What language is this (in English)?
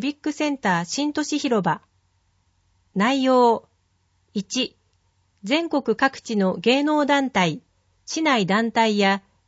Japanese